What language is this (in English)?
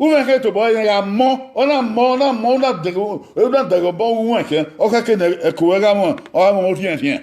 Bini